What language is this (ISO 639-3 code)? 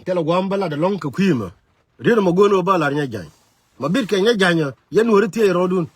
nus